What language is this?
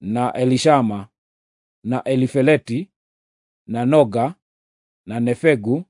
Kikuyu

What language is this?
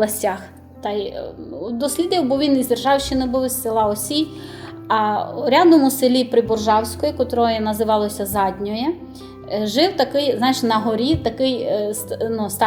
Rusyn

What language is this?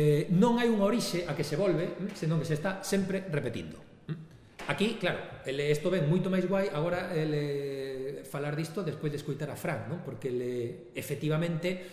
Galician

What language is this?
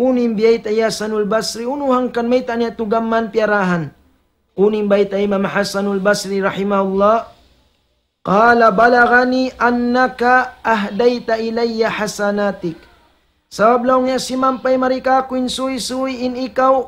Tausug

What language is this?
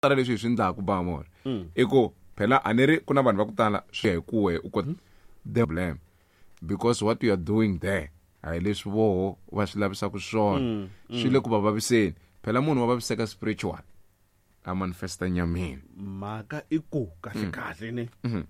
Tsonga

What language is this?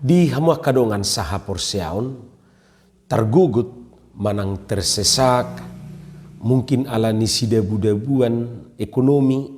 Batak Toba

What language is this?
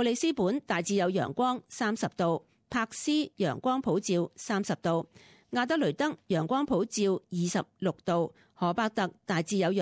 Cantonese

